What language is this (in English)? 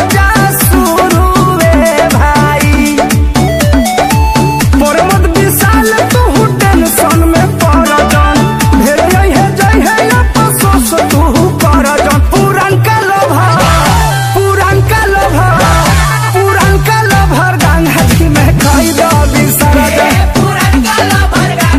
Bhojpuri